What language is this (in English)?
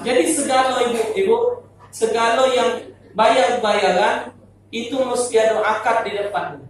Musi